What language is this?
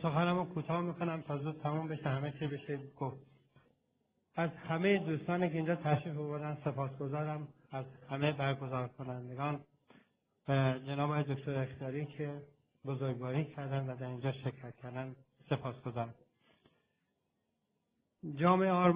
Persian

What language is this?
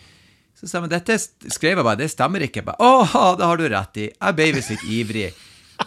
Norwegian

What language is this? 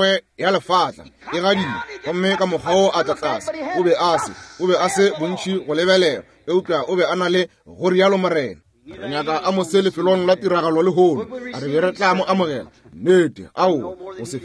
Northern Sotho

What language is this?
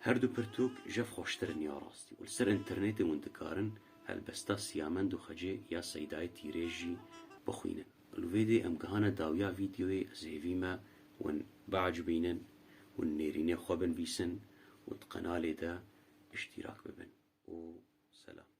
Kurdish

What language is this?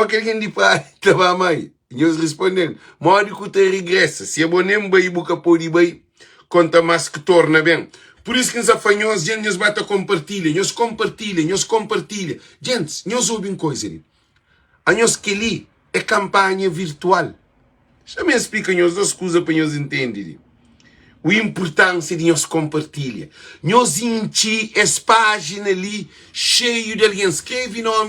Kabuverdianu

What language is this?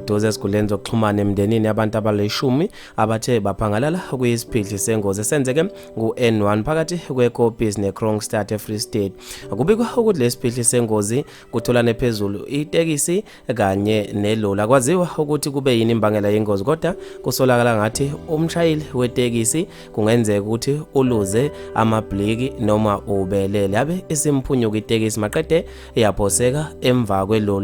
Zulu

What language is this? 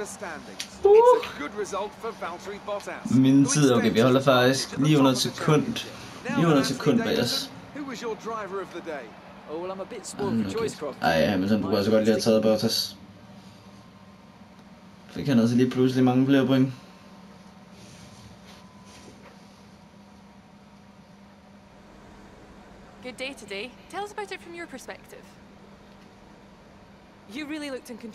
Danish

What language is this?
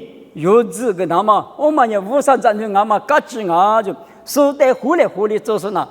Lisu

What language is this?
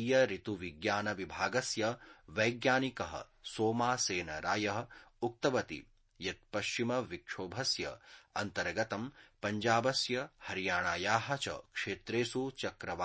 Sanskrit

